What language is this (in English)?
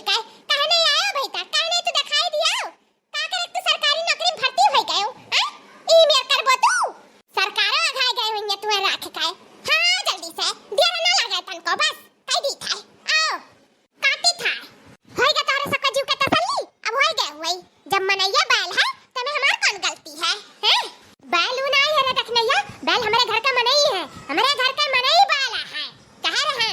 Awadhi